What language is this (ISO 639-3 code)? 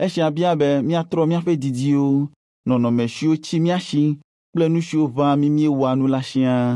ewe